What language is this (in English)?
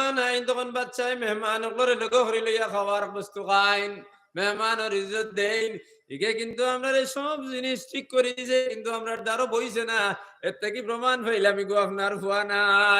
Sylheti